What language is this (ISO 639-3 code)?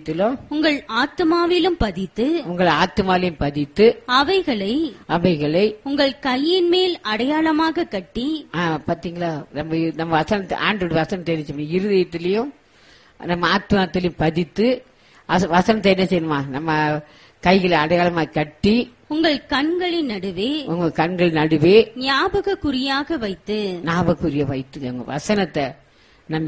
tam